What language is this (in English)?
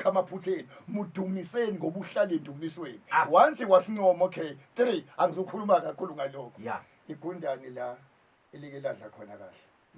Zulu